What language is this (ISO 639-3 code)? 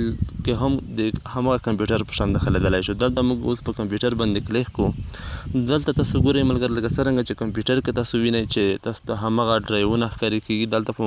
pus